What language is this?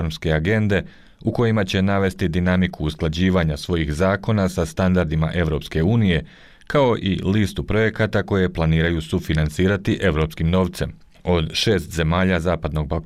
Bosnian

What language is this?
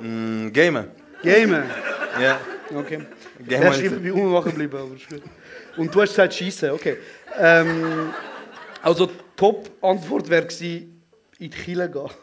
Swiss German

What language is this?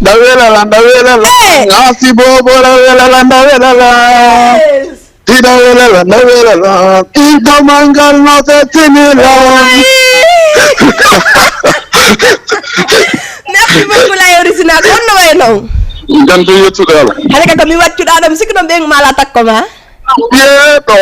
Fula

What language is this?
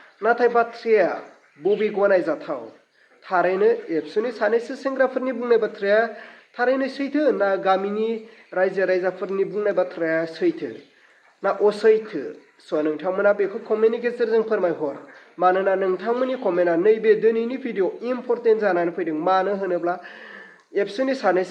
Bodo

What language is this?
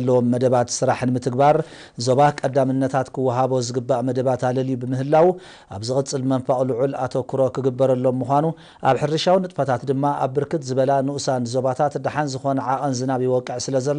Tigrinya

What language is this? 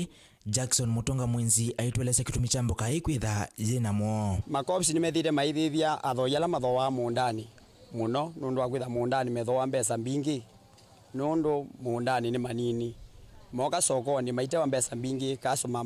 Kamba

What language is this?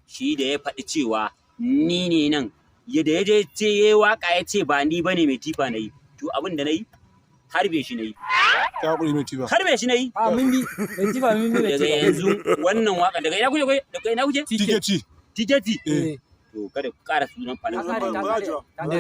Hausa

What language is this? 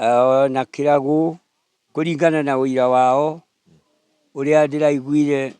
Kikuyu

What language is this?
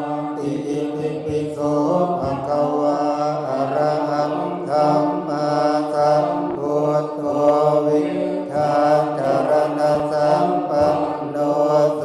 Pali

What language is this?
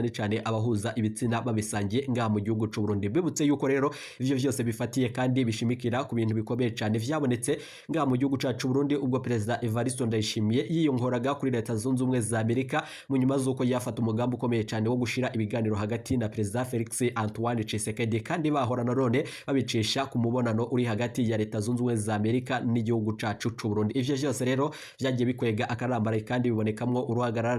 Rundi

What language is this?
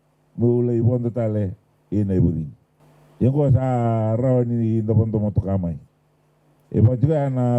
Fijian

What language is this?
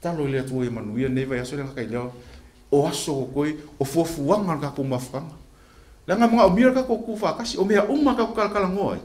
Samoan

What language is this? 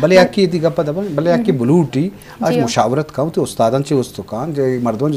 Eastern Balochi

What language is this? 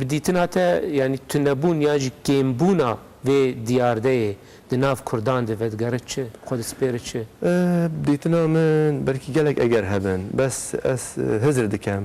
Kurdish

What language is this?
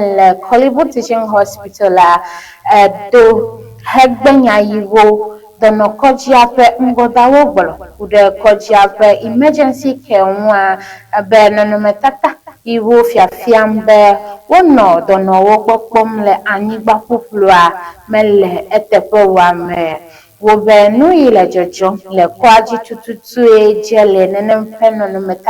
Ewe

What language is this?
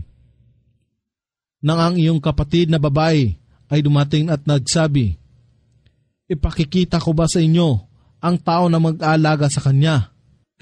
Filipino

